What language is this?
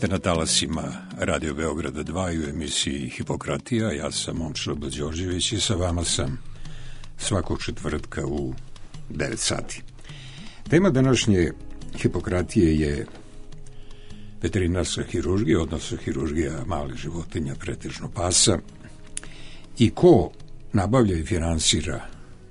Serbian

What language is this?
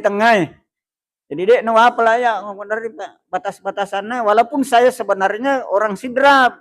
Buginese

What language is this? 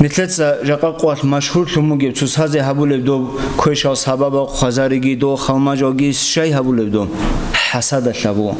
Avaric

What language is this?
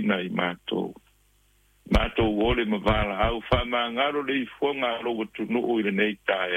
Samoan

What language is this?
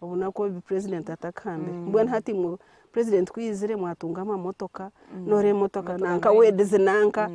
Nyankole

